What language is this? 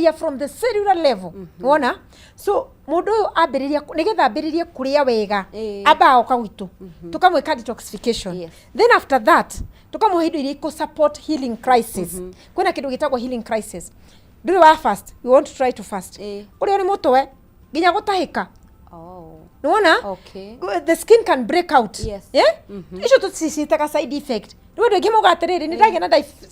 Kikuyu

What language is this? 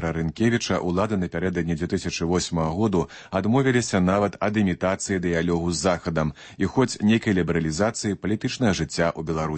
Belarusian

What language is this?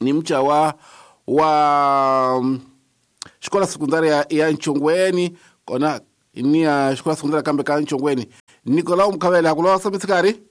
Tsonga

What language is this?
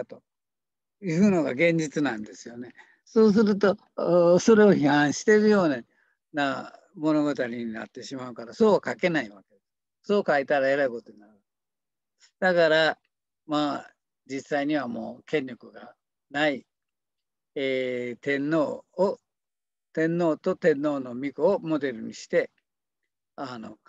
Japanese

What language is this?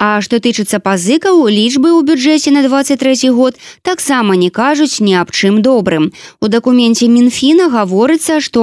Belarusian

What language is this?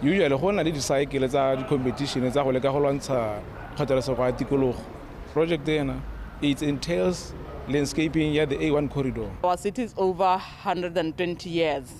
Tswana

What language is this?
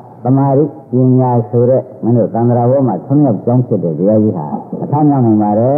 Burmese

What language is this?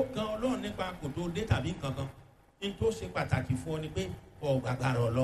Yoruba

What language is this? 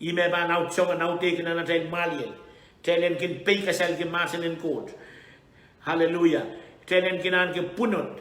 Pohnpeian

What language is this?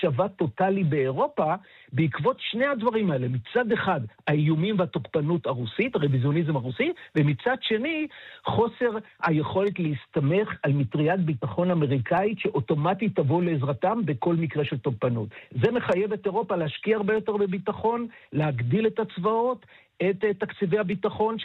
Hebrew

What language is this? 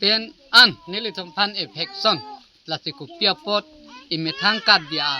Karbi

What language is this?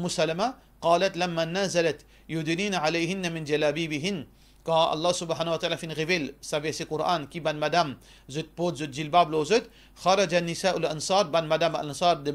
Morisyen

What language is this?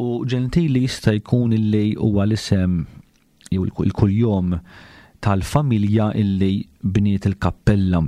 Maltese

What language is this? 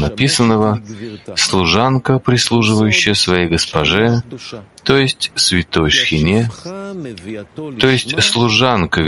Russian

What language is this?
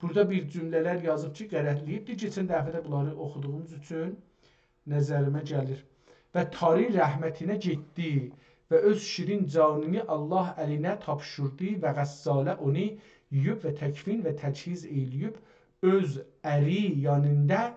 South Azerbaijani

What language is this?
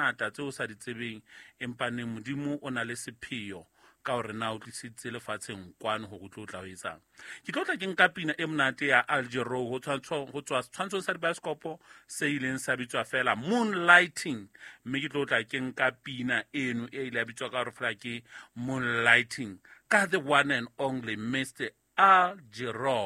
Southern Sotho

